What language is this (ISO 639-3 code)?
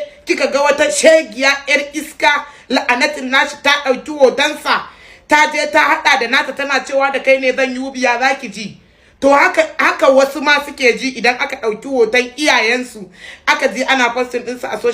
hau